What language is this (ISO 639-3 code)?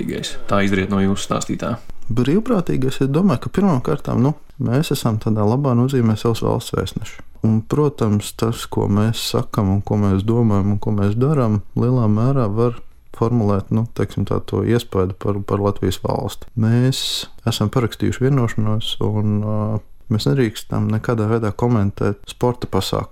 lav